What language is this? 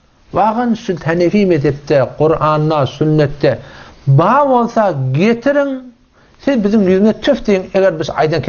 Turkmen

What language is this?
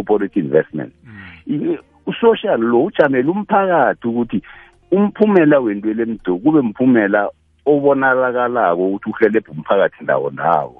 South Ndebele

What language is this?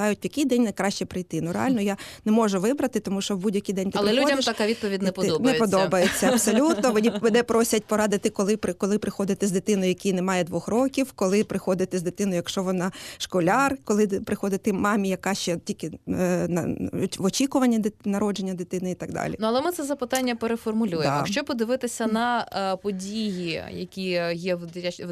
Ukrainian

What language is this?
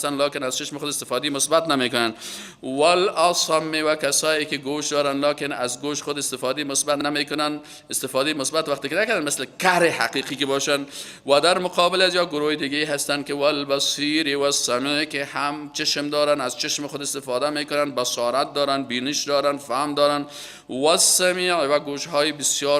Persian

